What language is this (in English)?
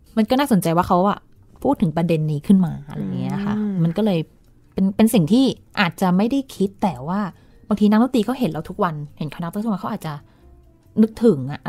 Thai